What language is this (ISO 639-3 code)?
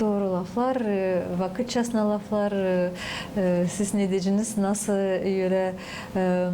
gag